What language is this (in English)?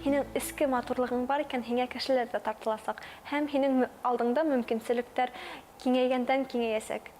Bashkir